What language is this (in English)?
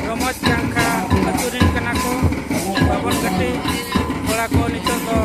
Santali